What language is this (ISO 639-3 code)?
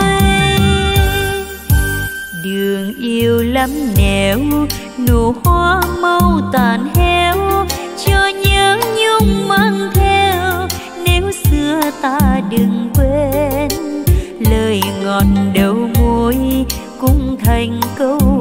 vie